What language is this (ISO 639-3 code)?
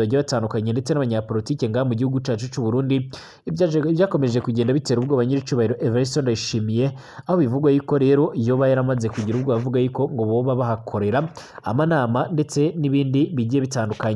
run